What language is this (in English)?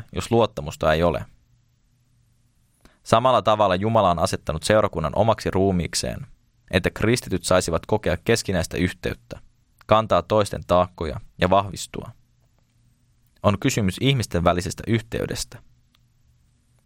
Finnish